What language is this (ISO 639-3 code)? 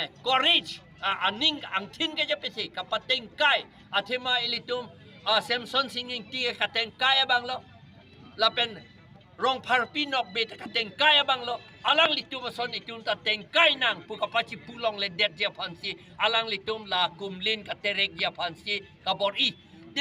mjw